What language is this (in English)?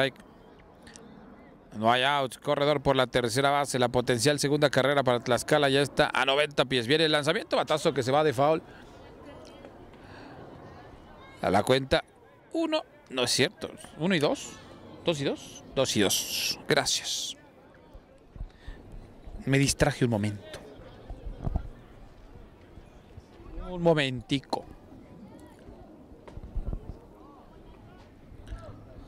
Spanish